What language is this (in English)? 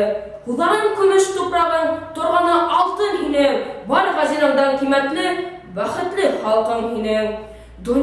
Bashkir